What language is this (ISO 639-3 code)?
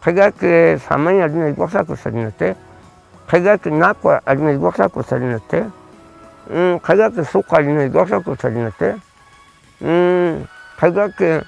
kog